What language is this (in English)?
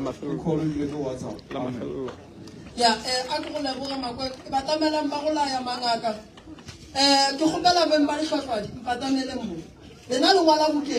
Northern Sotho